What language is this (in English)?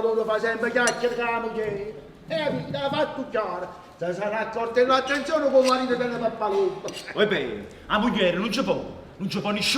Neapolitan